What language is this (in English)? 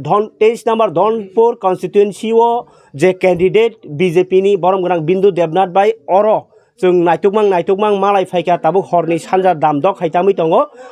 Kok Borok